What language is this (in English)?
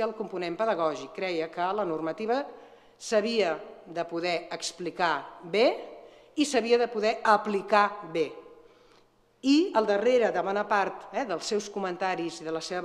Catalan